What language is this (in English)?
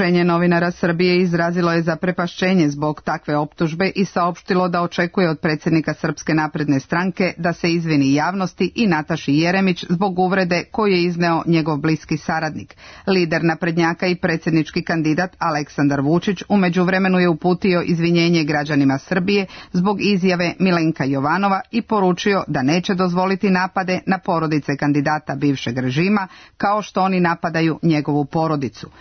Serbian